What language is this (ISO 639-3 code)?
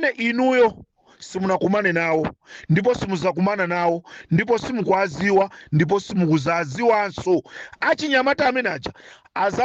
nya